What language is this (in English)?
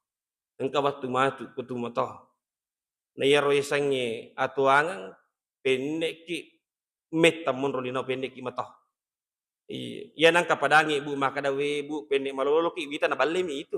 Buginese